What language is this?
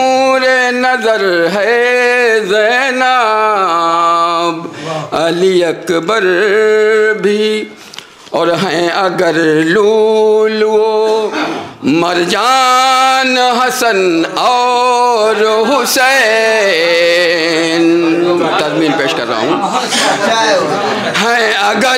Urdu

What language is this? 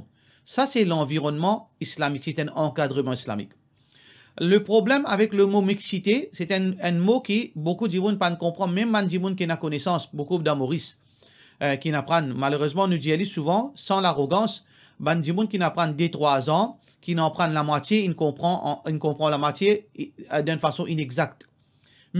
Morisyen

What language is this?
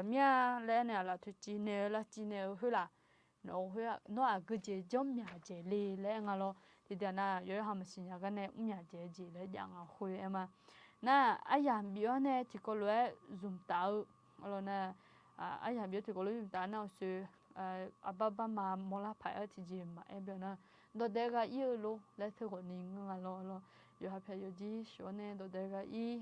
Akha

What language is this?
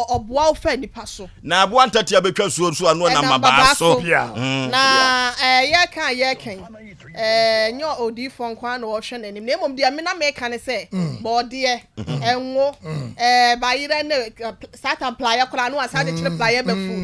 Akan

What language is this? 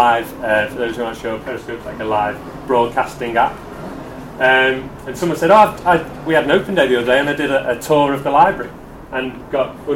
English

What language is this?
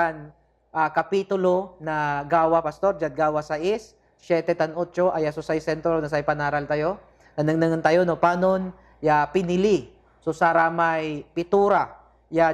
Pangasinan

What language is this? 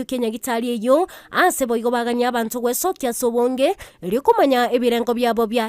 Gusii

